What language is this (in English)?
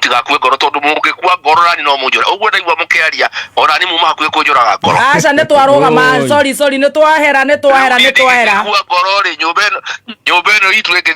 Kikuyu